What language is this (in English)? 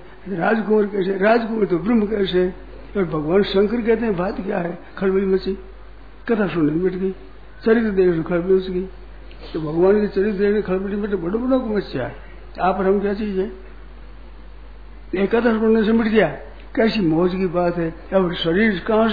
Hindi